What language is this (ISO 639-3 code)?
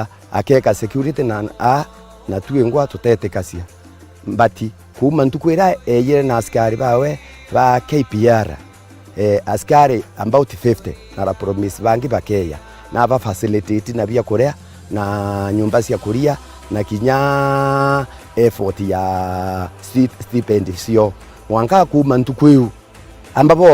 mer